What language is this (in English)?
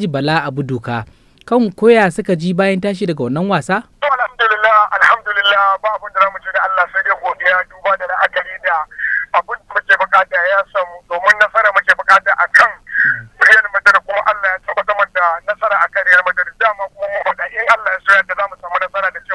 Hausa